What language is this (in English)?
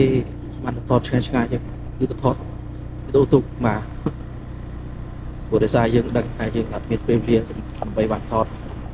Khmer